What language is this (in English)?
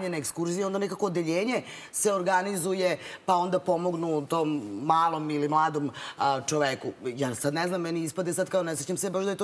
Serbian